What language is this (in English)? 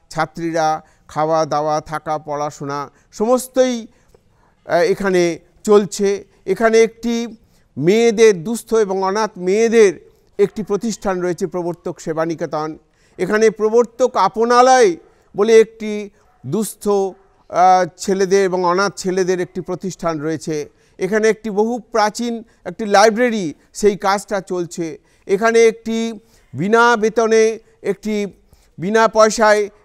Bangla